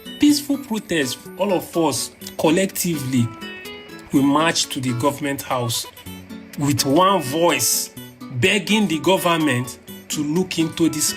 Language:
Nigerian Pidgin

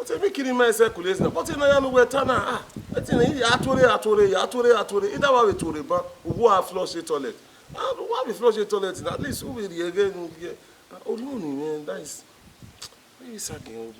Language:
Bini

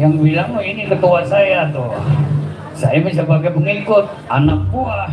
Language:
Betawi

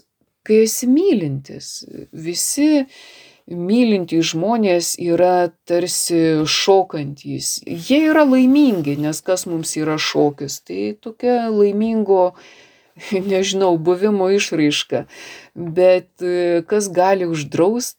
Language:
Lithuanian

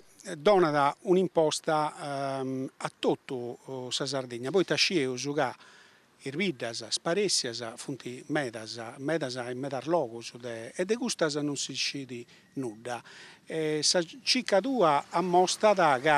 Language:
Sardinian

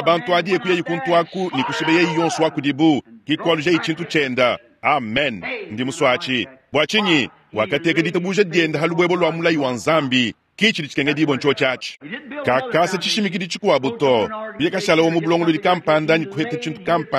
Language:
Luba-Lulua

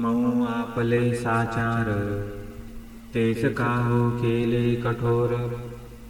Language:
Marathi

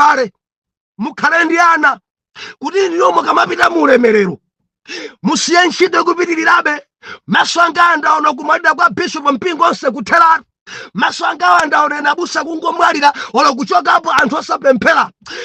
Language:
Nyanja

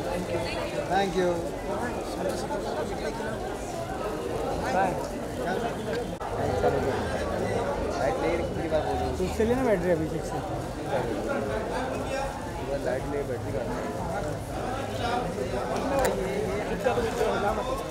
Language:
Hindi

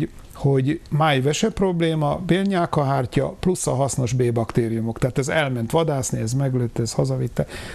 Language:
Hungarian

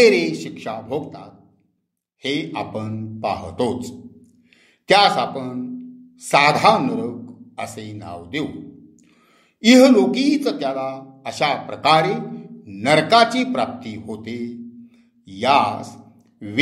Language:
Marathi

